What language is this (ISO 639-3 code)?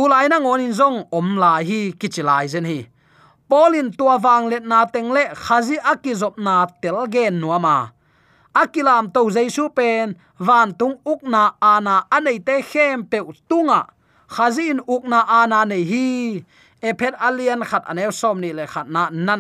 ctd